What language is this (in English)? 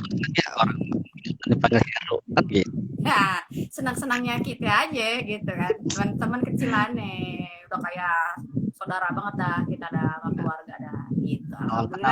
Betawi